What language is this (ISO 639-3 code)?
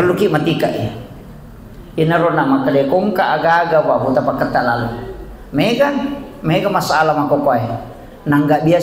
bug